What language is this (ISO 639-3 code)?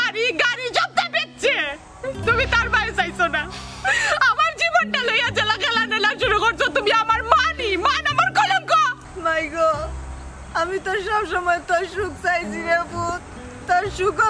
syl